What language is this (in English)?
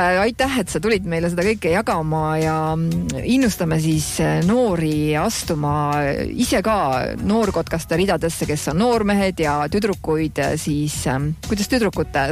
Estonian